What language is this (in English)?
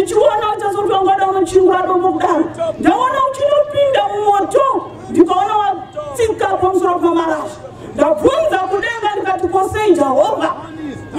Shona